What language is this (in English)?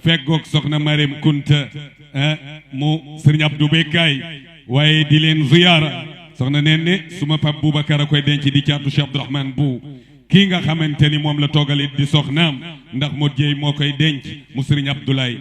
Wolof